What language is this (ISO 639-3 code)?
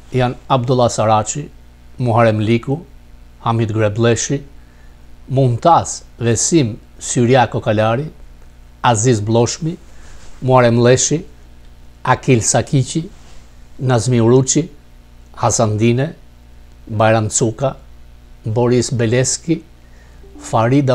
sqi